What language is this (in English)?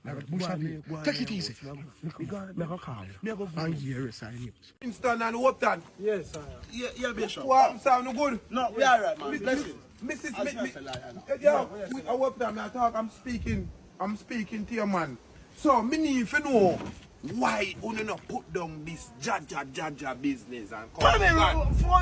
Jamaican Creole English